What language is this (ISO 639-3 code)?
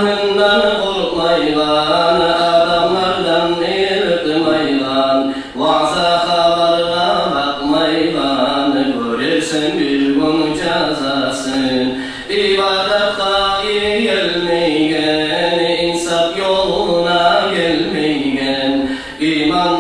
kum